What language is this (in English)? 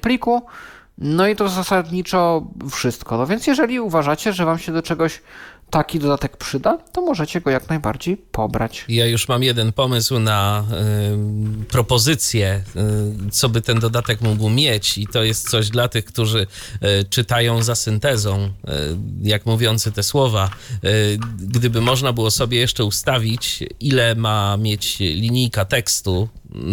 Polish